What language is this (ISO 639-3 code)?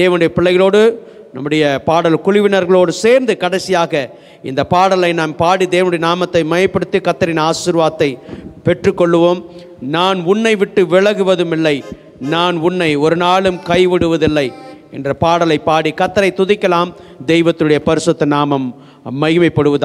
tam